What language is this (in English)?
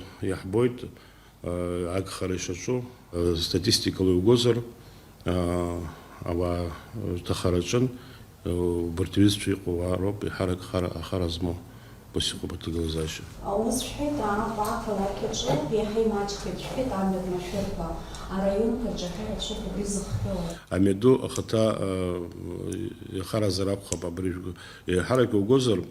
Abkhazian